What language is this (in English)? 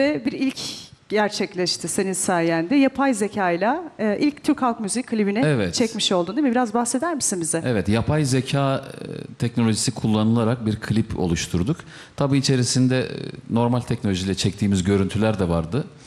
Turkish